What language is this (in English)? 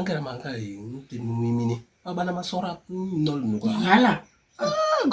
Basaa